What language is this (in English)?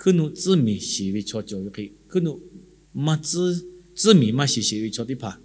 Lahu